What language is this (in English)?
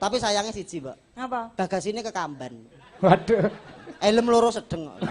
Javanese